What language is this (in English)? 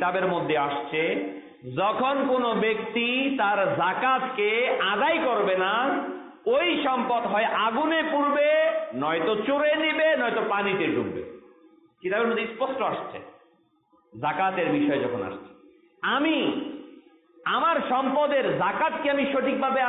Bangla